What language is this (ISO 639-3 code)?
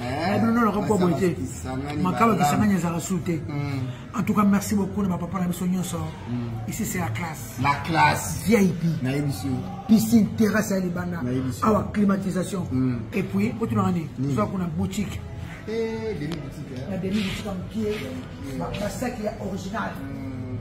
lin